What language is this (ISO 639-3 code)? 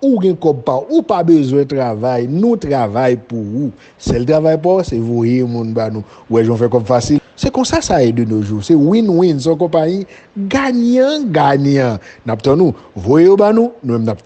hat